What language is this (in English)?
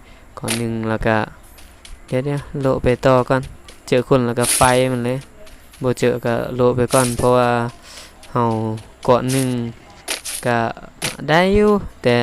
Lao